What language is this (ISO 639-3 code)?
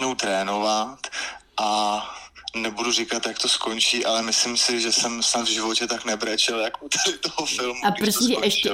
ces